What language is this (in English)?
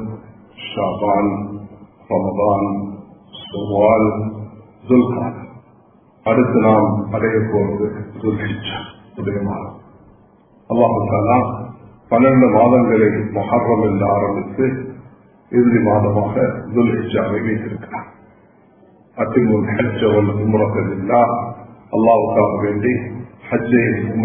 Tamil